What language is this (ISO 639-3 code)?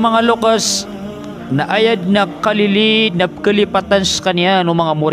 mrw